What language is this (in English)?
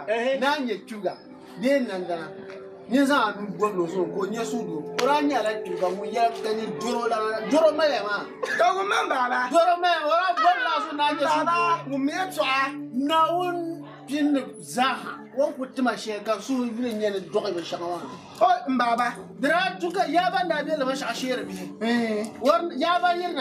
Dagbani